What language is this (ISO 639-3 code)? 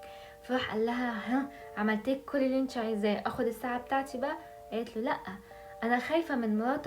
arz